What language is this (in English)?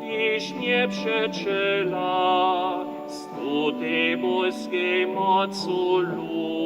Upper Sorbian